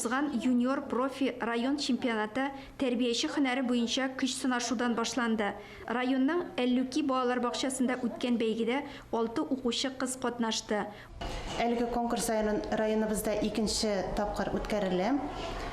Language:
Tatar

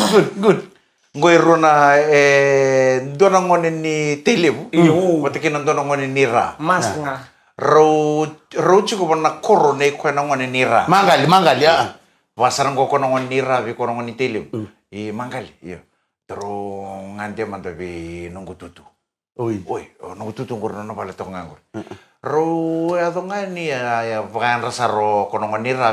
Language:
Fijian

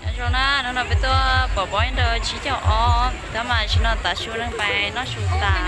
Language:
Hmong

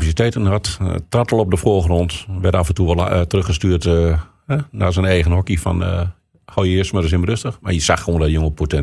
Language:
Dutch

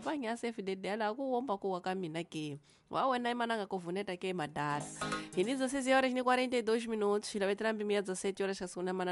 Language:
Tsonga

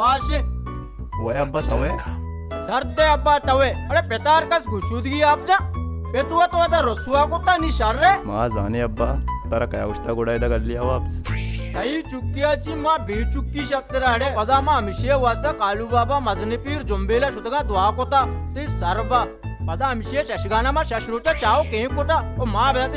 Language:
Baluchi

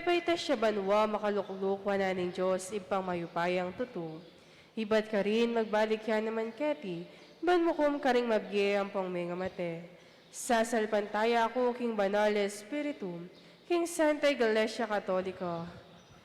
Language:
Pampanga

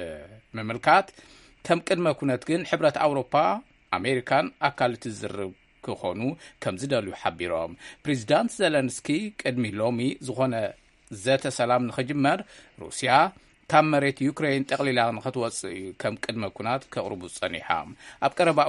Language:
Tigrinya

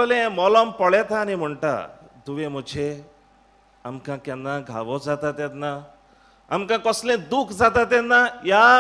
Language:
Konkani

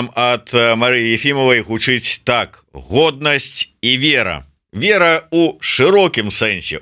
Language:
Belarusian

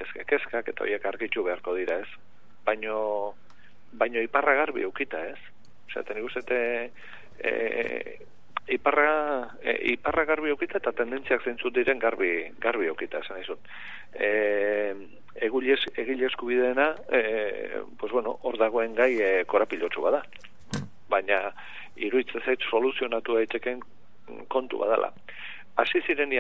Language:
Basque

